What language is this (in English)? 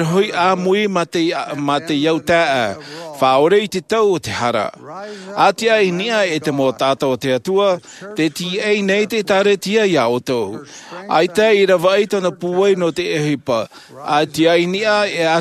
Tahitian